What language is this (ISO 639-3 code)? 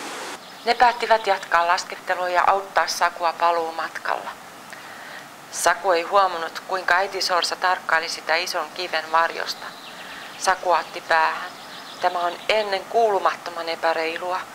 fin